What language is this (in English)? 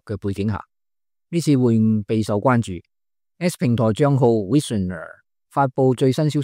Cantonese